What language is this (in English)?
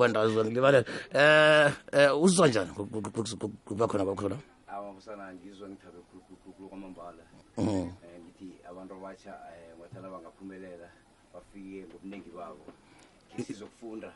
South Ndebele